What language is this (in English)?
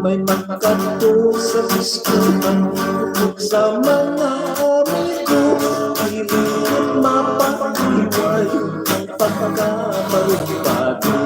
Hiligaynon